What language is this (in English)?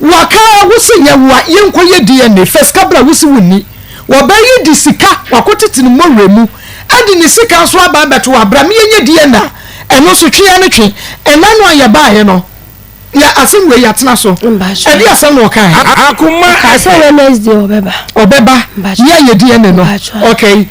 Akan